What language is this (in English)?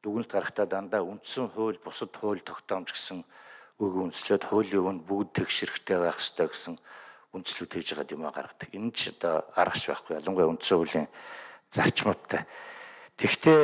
Mongolian